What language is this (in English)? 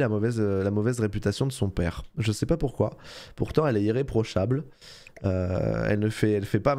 French